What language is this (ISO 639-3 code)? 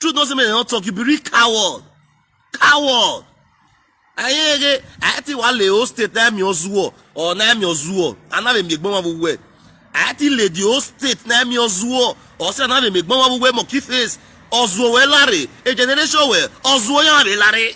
pcm